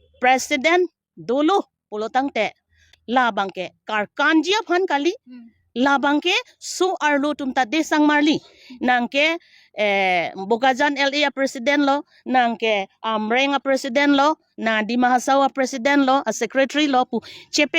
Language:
Karbi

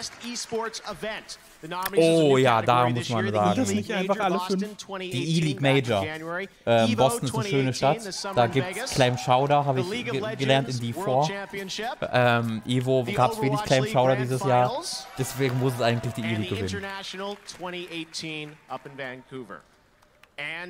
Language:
German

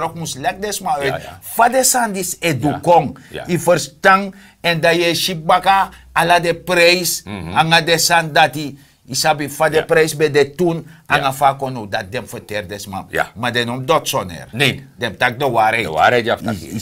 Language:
Sranan Tongo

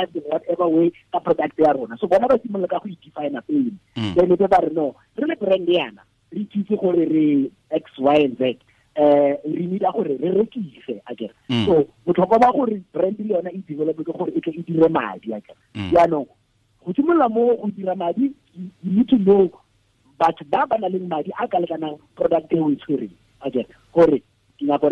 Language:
Tswana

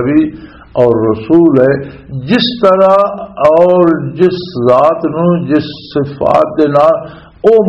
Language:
Western Panjabi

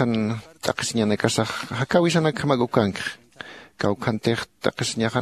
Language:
Aymara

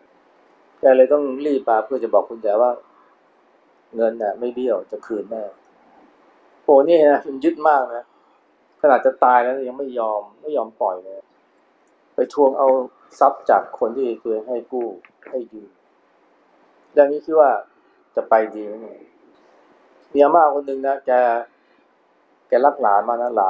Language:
Thai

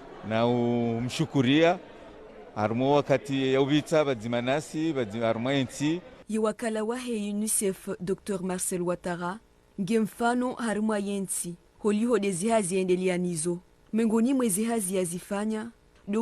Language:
Ngazidja Comorian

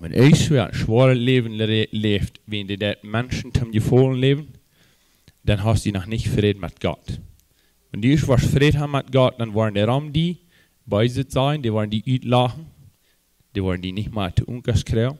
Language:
Plautdietsch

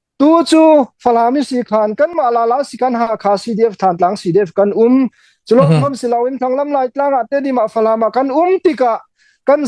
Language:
Hakha Chin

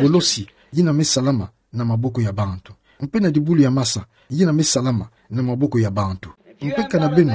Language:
Kituba (Democratic Republic of Congo)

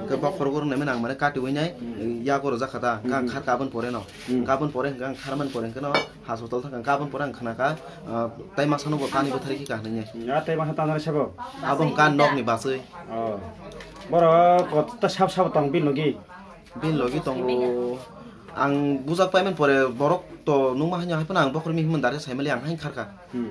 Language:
Kok Borok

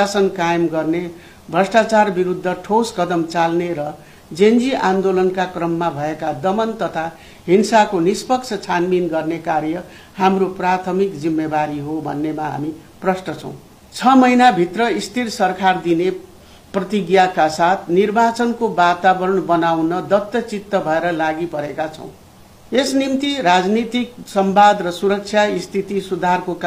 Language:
Nepali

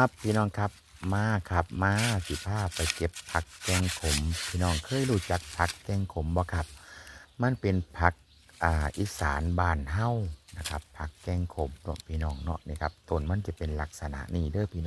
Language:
Northeastern Thai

